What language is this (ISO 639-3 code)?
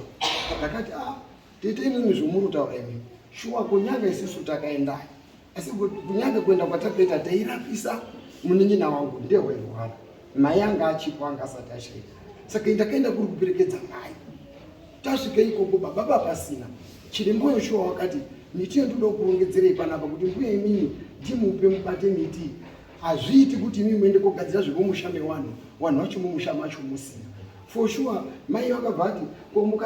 sna